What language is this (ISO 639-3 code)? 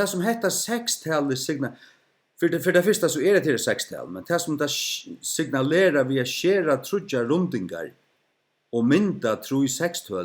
fao